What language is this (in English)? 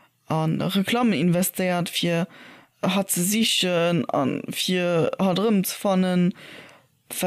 Luxembourgish